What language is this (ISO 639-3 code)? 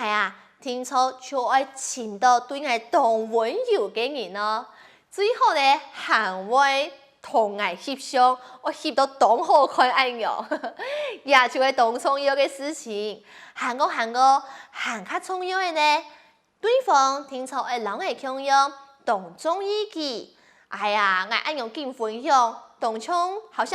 hak